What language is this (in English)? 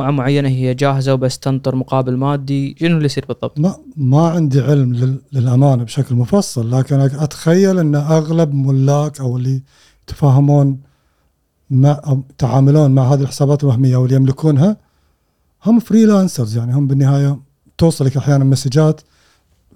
Gulf Arabic